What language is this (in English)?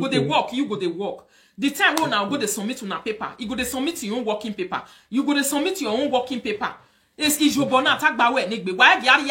Nigerian Pidgin